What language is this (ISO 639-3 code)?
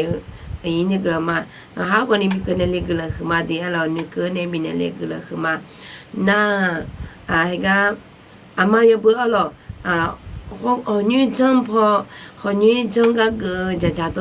ahk